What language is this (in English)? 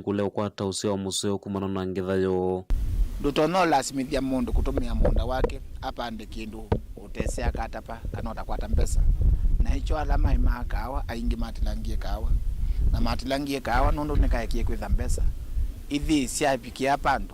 Kamba